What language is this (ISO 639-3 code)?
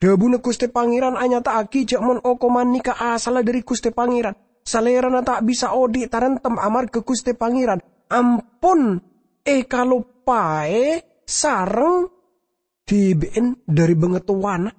mad